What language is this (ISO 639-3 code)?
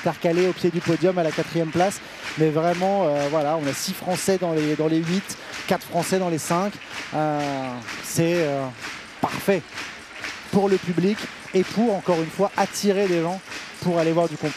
fra